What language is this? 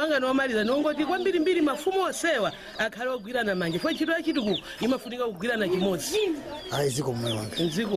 Nyanja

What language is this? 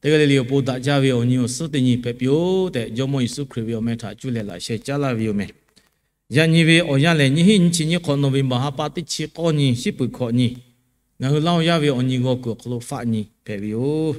Lahu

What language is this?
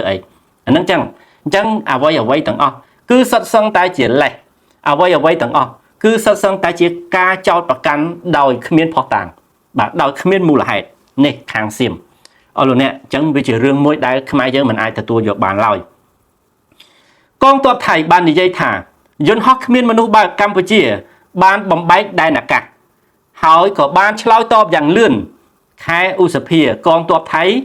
Khmer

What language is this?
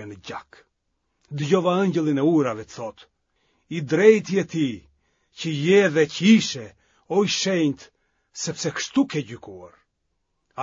Albanian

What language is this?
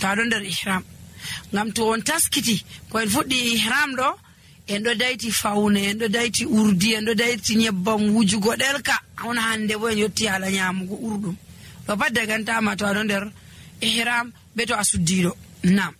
Nigerian Fulfulde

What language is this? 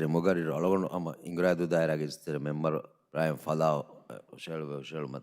Divehi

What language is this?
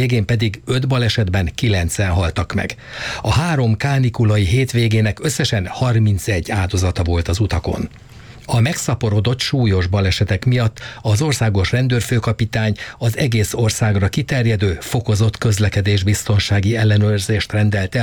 Hungarian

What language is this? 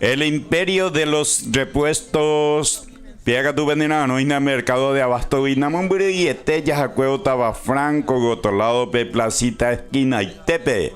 Guarani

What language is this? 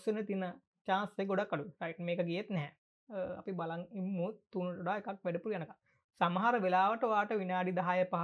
Sinhala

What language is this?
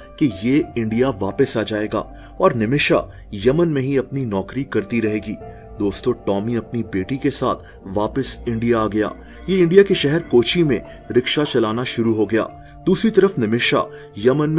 Hindi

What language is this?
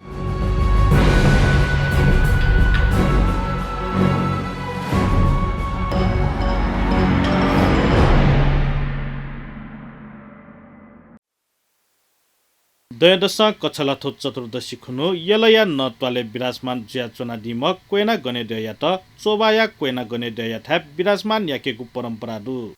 Newari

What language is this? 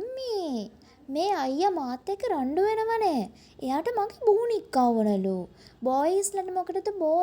Sinhala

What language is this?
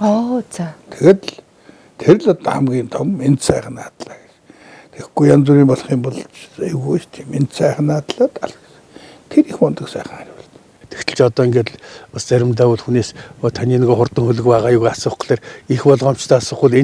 Mongolian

